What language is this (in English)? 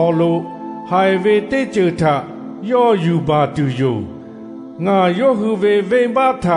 Lahu